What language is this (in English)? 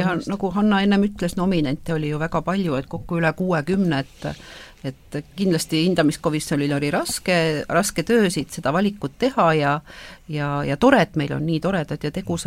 Estonian